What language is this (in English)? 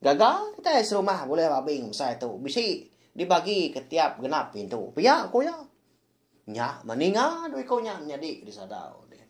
Iban